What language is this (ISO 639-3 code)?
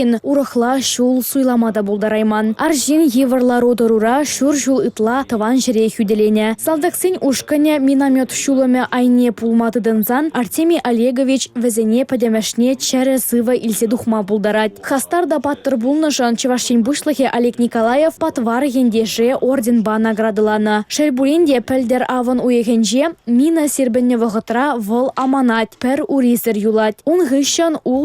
chv